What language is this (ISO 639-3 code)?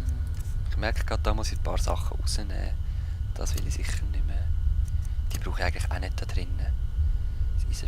gsw